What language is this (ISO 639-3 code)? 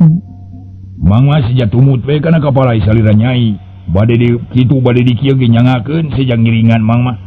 sun